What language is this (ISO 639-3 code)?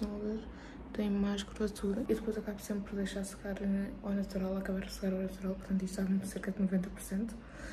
por